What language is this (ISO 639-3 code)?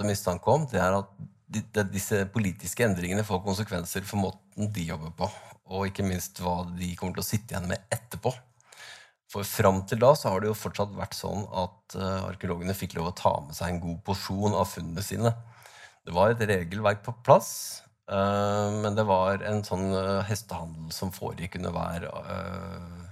nor